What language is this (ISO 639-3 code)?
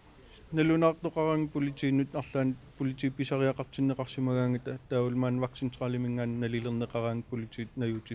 kal